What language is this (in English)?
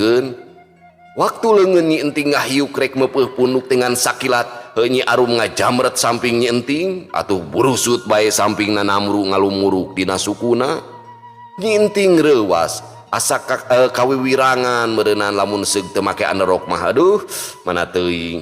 Sundanese